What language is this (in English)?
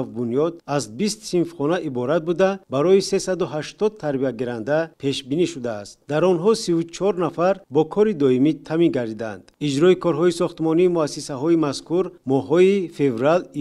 Tajik